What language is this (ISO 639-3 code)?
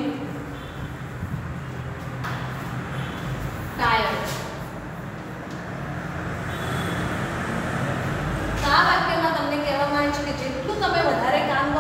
guj